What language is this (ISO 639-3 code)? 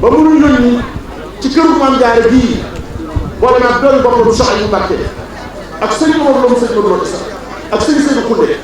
wol